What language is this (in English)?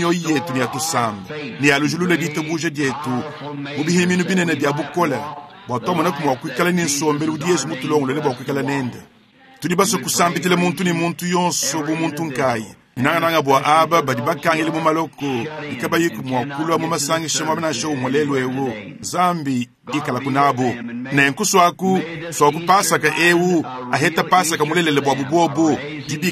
Luba-Lulua